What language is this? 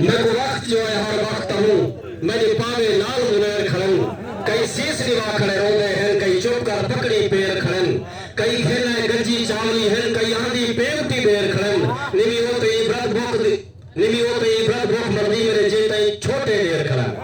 Saraiki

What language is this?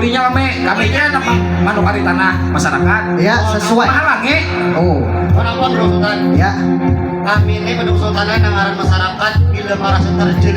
Banjar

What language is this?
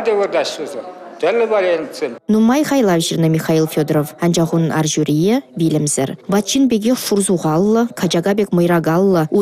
Chuvash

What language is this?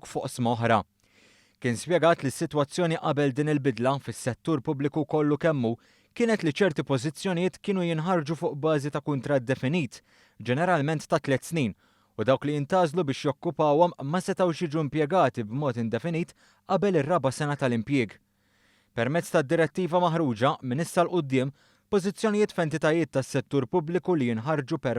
Maltese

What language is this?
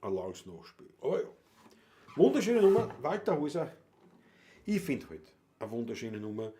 Bavarian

